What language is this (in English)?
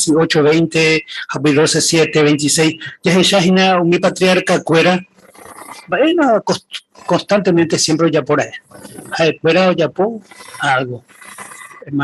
Guarani